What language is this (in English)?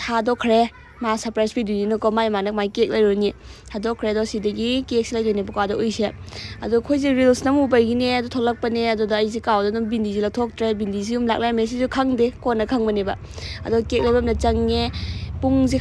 Manipuri